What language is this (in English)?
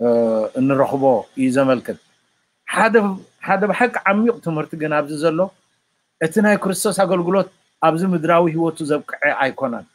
Tigrinya